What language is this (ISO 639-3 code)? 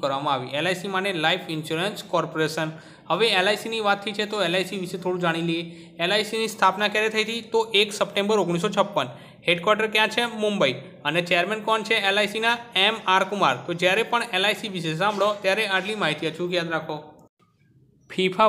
guj